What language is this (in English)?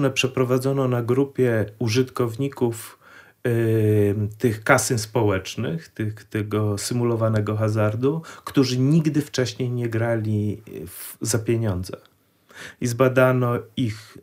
Polish